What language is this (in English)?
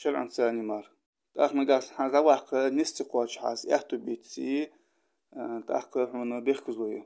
Ingush